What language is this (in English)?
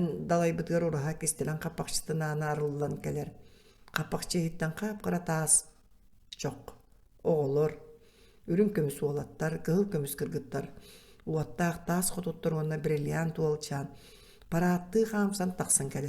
Yakut